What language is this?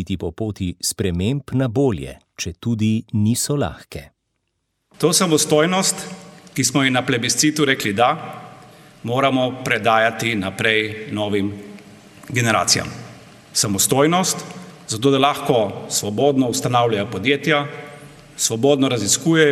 Slovenian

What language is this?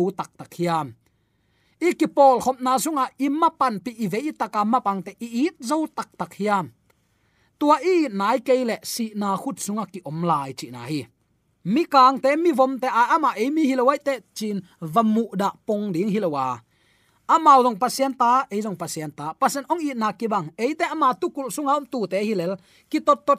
Tedim Chin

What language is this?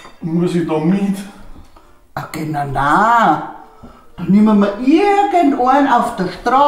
Bavarian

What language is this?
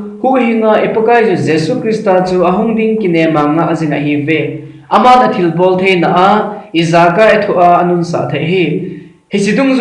Thado Chin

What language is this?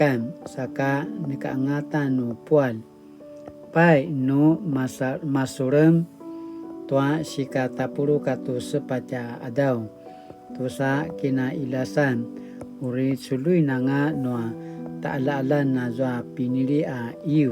Paiwan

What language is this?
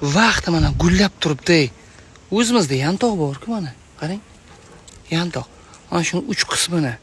Uzbek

